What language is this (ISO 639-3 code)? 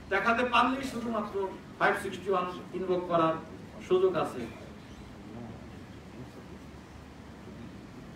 ben